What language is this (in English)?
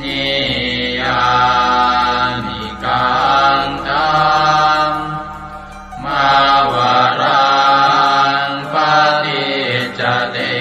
Pali